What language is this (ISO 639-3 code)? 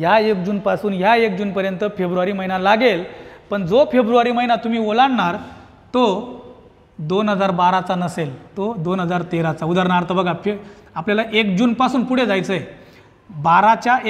mar